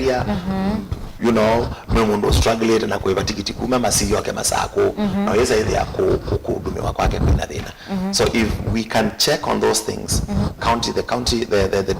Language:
Kamba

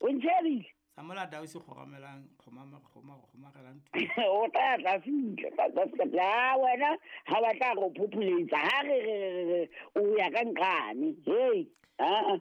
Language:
Southern Sotho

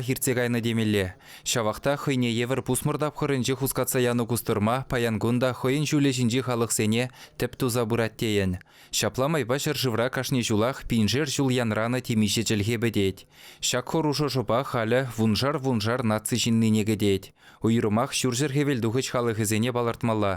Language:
Chuvash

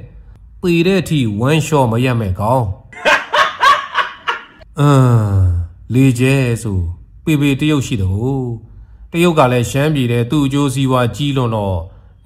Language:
Burmese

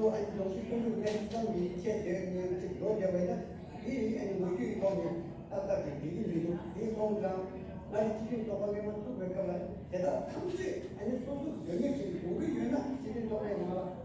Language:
Tibetan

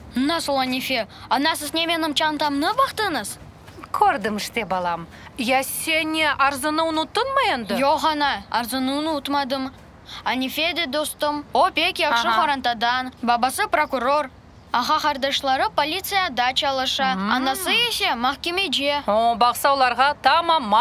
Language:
Crimean Tatar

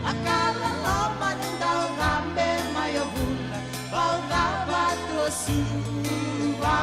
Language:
Fijian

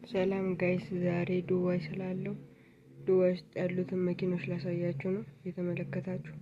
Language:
Amharic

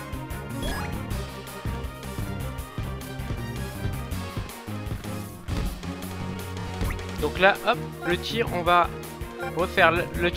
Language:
French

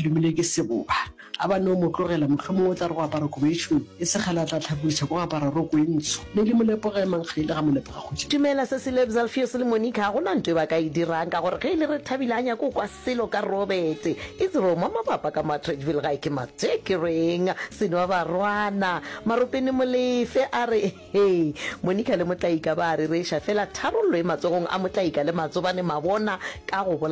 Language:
Northern Sotho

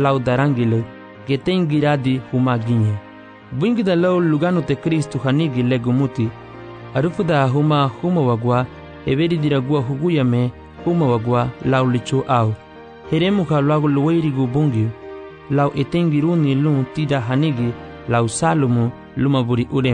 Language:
Garifuna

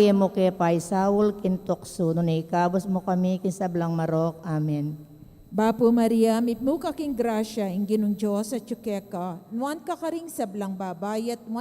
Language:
Pampanga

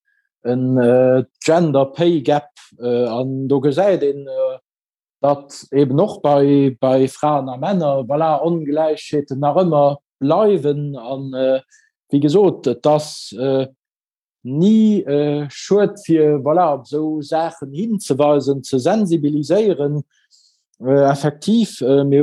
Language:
Luxembourgish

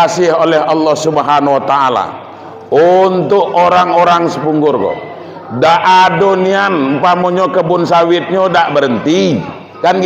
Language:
Minangkabau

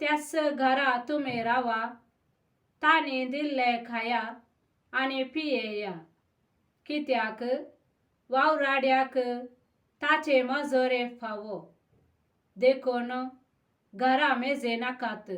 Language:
Konkani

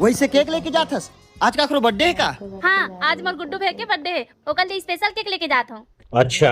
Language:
Chhattisgarhi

